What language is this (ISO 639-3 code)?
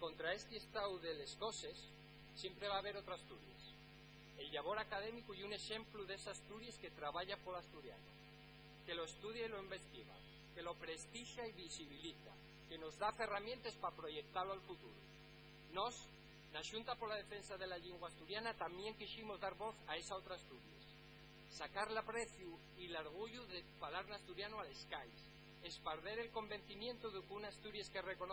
ast